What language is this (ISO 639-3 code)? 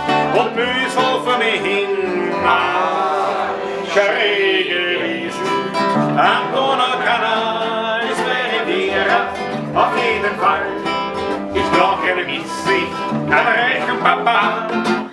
bar